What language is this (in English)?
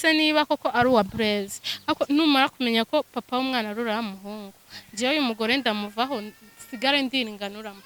Kinyarwanda